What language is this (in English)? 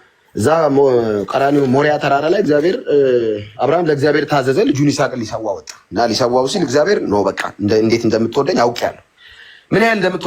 Amharic